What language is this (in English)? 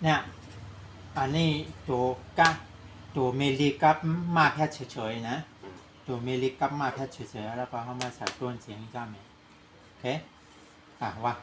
Shan